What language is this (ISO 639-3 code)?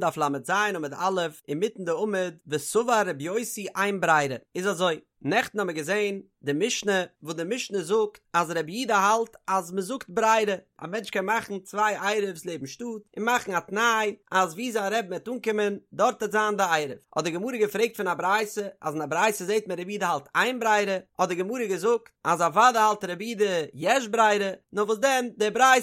yid